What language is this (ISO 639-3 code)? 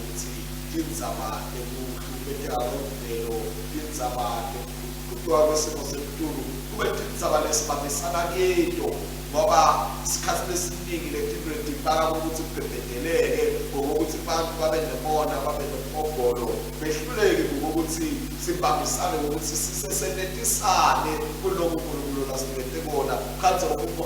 ssw